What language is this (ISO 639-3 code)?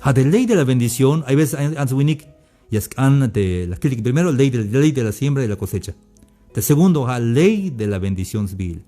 tzh